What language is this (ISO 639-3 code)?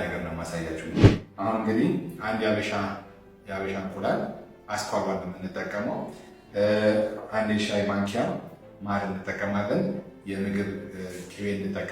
amh